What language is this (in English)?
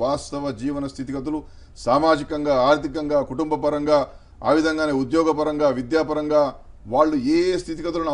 Telugu